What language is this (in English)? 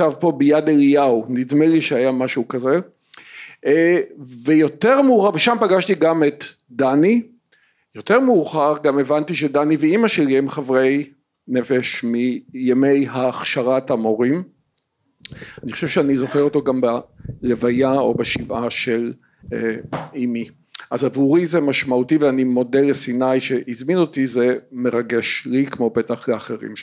Hebrew